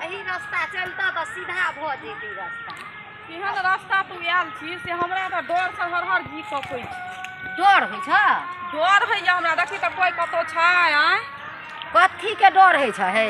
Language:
Maithili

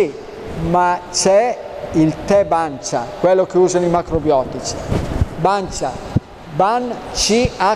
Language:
Italian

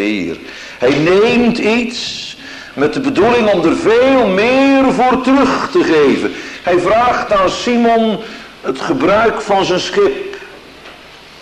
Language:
Dutch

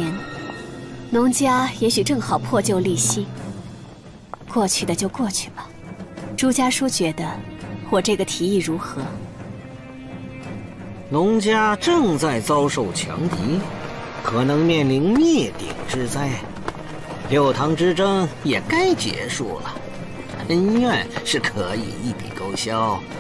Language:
Chinese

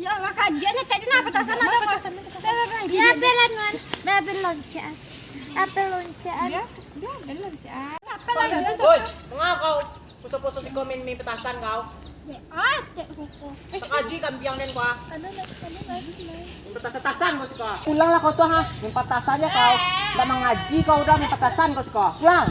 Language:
Minangkabau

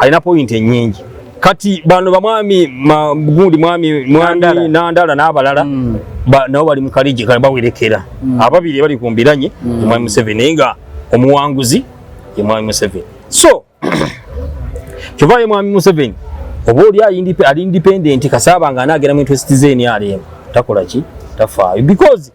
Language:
Ganda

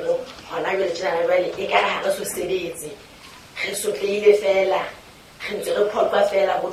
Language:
Southern Sotho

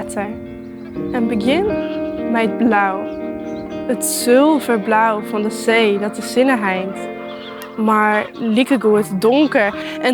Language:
Western Frisian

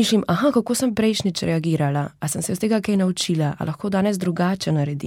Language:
Slovenian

